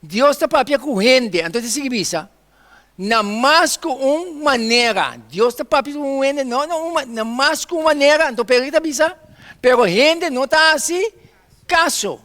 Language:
Papiamento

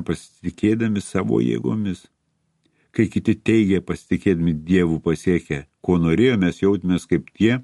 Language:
Lithuanian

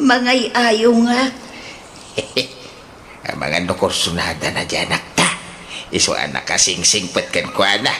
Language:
Iloko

